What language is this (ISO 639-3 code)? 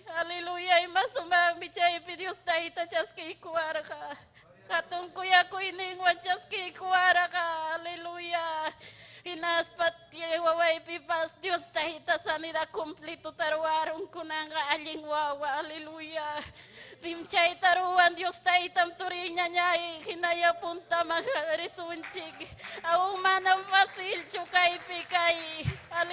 quy